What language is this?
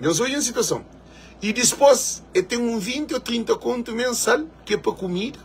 Kabuverdianu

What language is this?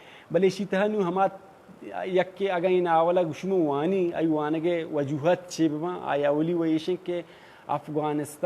Baluchi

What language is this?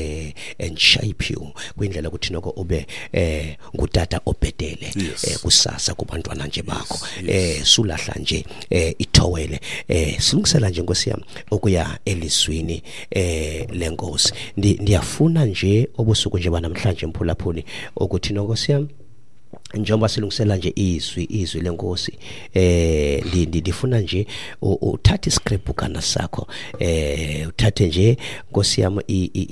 Xhosa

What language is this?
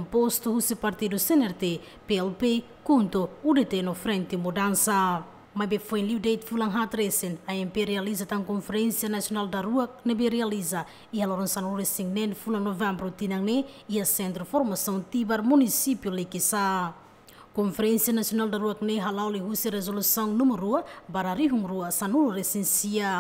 Tetum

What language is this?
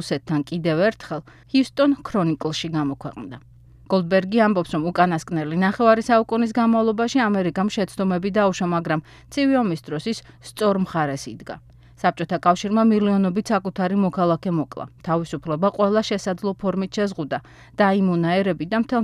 Georgian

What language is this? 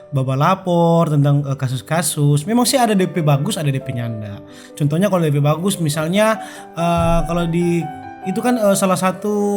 Manado Malay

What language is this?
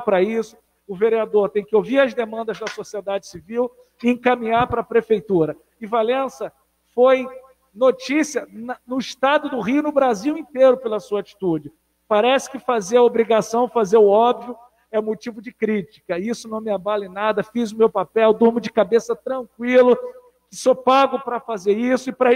Portuguese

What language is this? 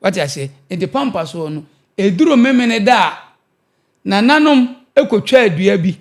Akan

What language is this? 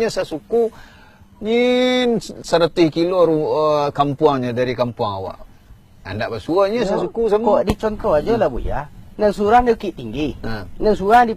Minangkabau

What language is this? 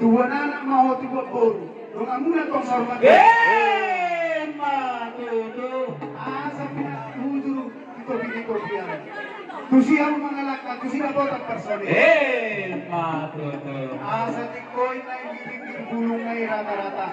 Batak Toba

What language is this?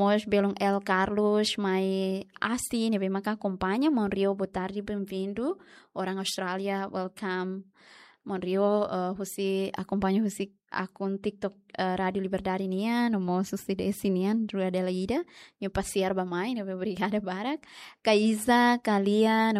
Tetum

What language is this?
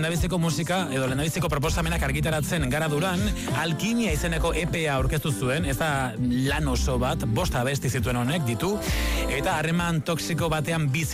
Basque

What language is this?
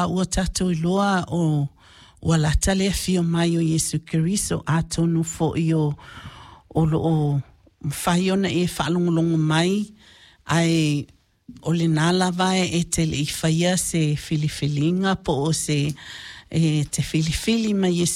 Samoan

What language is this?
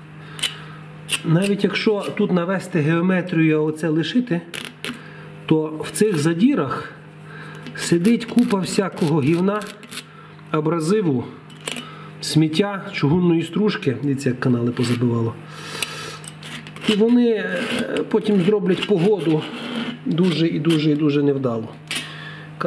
Ukrainian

